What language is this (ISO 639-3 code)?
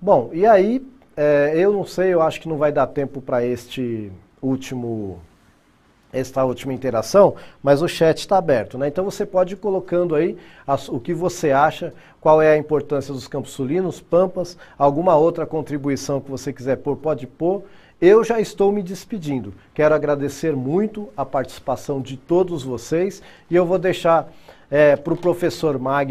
por